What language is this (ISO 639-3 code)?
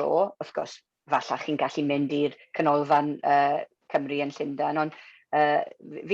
cym